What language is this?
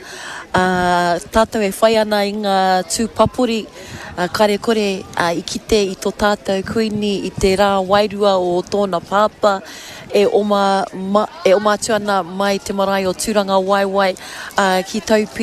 Māori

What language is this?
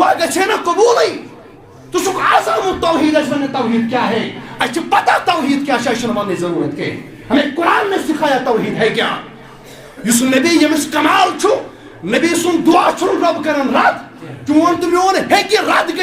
Kashmiri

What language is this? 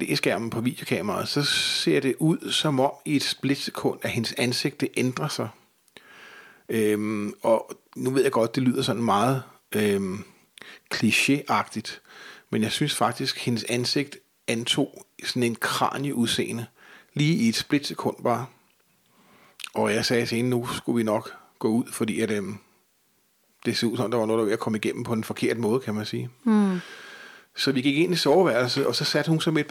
Danish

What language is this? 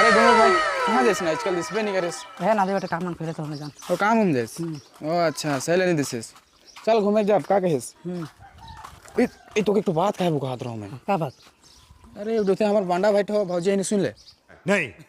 Sadri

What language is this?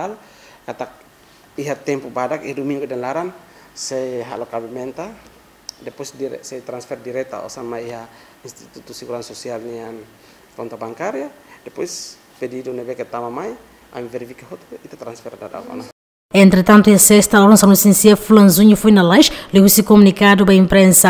Tetum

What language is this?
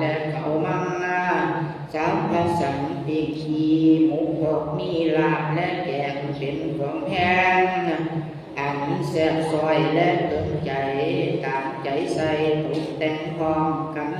Lao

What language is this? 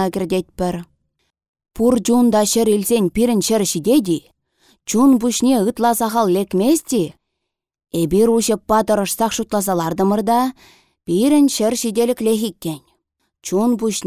Chuvash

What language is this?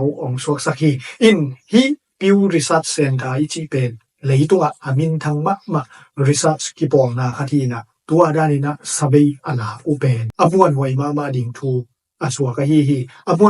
Tedim Chin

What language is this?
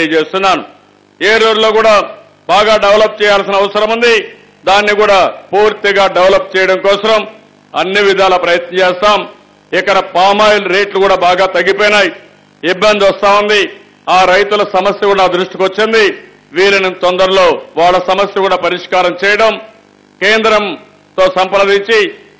Telugu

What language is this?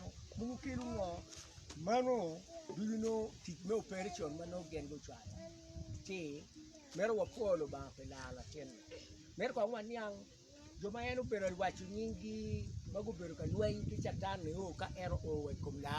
Acoli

